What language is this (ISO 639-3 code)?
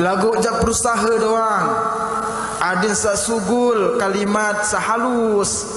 sas